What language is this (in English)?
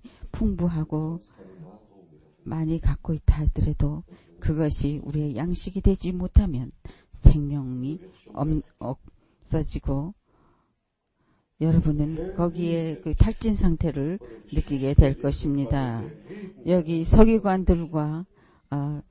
Korean